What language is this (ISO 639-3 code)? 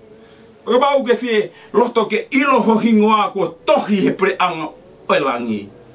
ton